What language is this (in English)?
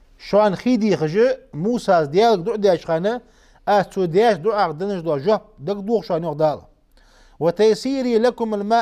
Ingush